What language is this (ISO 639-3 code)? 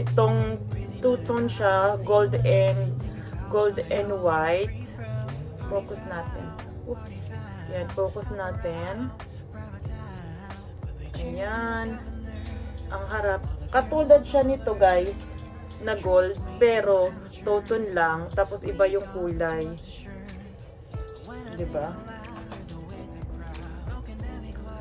fil